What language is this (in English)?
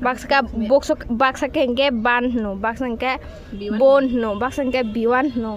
Kok Borok